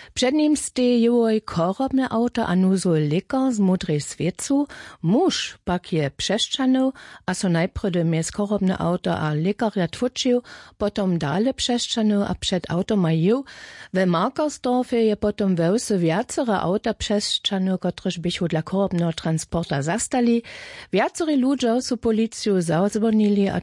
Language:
Upper Sorbian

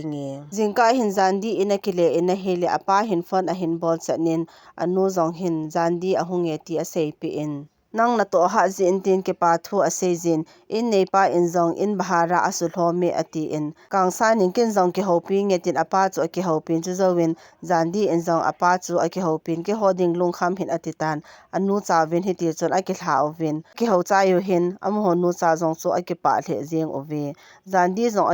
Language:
Thado Chin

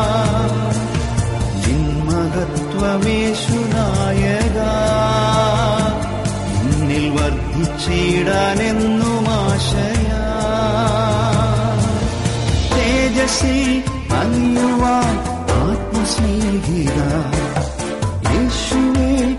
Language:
Malayalam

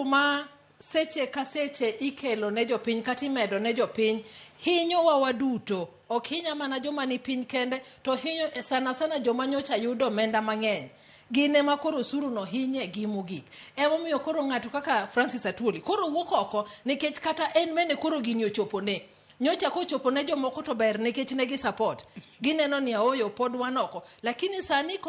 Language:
Luo (Kenya and Tanzania)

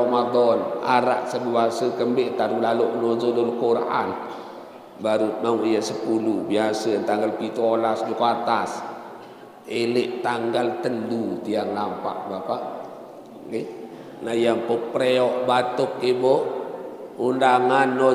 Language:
Sasak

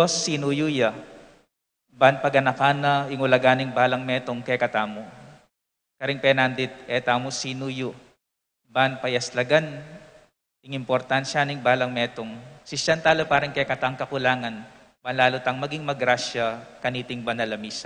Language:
Pampanga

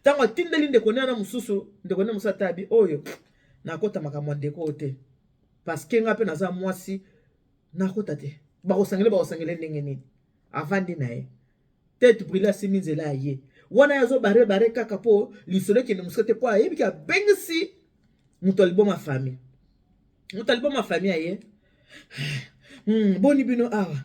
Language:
Lingala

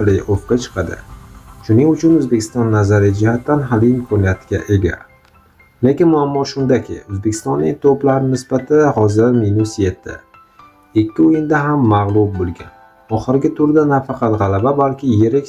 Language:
Uzbek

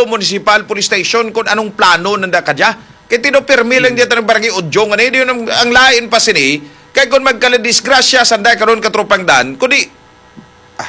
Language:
Hiligaynon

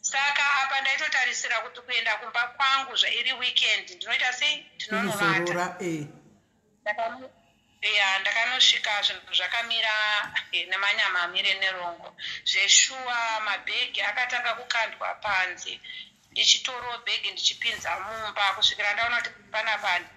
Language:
Shona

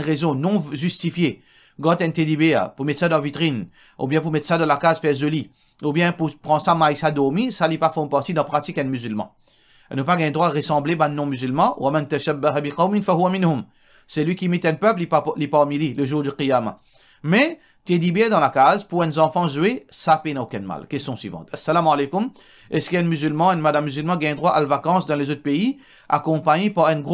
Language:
Morisyen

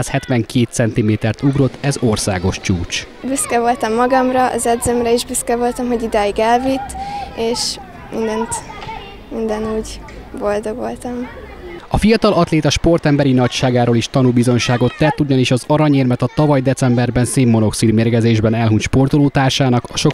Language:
Hungarian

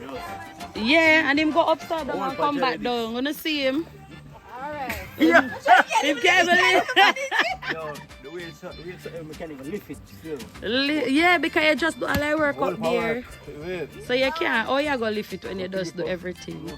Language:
Jamaican Creole English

